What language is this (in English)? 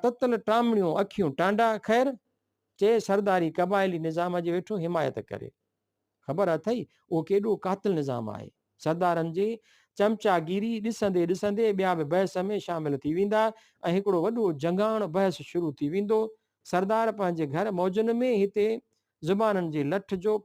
Sindhi